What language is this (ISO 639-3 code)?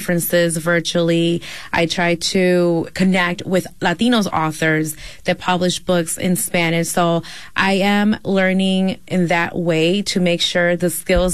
eng